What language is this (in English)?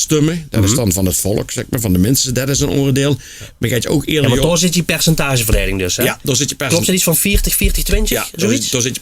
Limburgish